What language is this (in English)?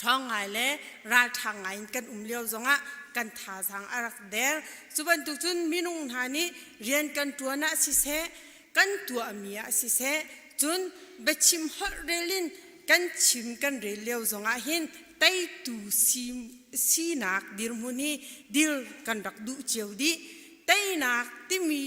Hakha Chin